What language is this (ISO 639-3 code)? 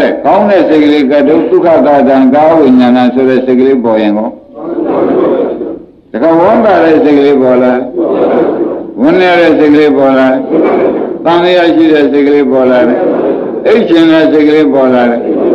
mya